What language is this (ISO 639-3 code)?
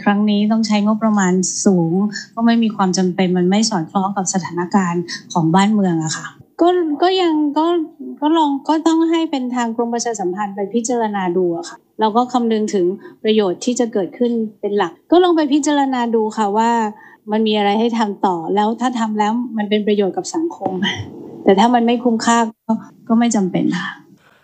tha